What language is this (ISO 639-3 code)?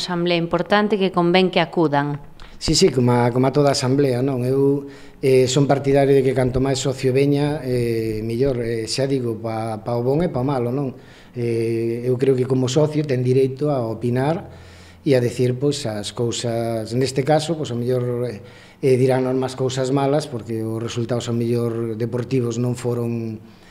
glg